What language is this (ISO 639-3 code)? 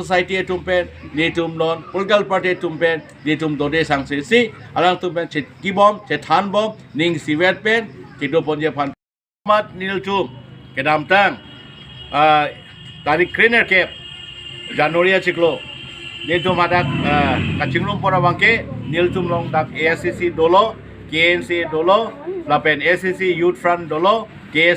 mjw